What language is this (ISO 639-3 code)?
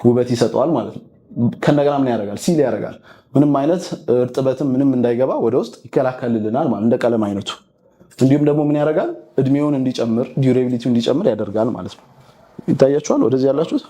amh